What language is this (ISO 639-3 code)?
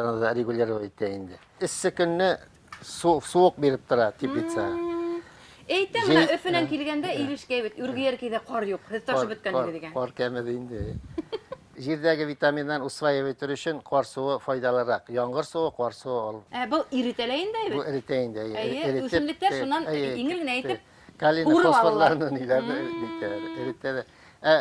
bak